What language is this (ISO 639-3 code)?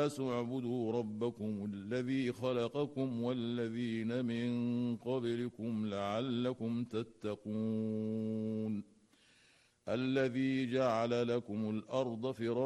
ara